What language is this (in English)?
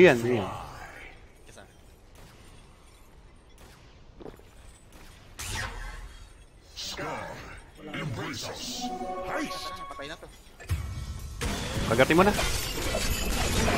Filipino